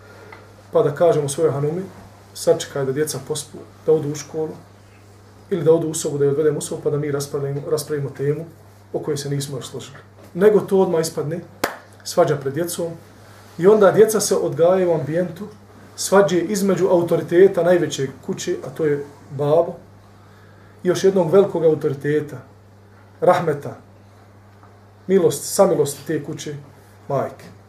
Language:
Bosnian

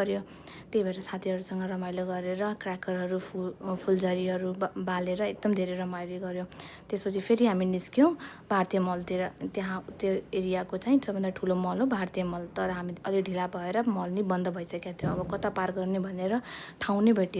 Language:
Nepali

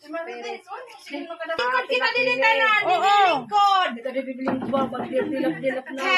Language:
Waray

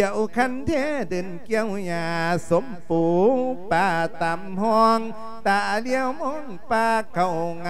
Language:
Lao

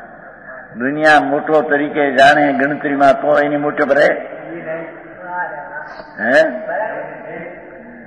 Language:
Gujarati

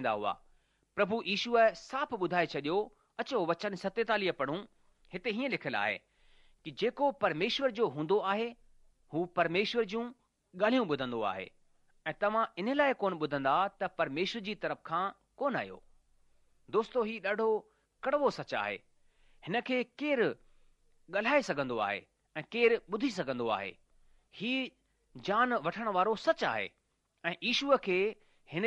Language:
Sindhi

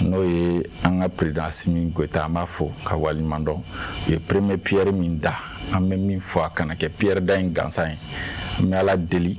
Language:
Bambara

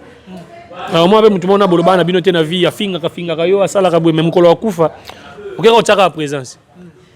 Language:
Lingala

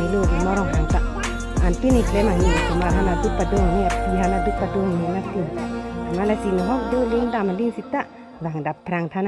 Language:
Karbi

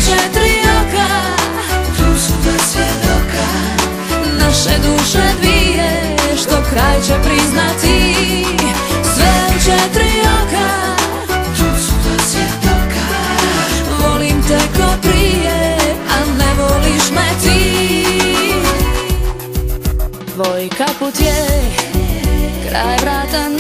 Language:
Croatian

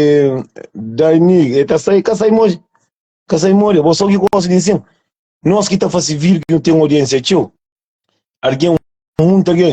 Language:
Kabuverdianu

